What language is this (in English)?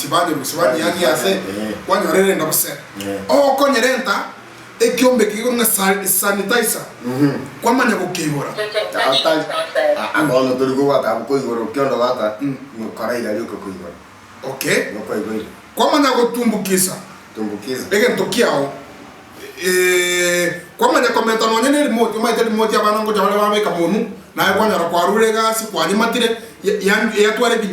Gusii